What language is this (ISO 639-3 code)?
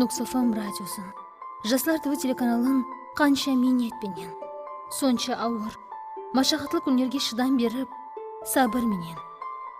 kaa